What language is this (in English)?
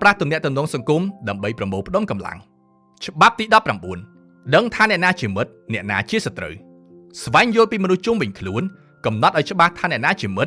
Khmer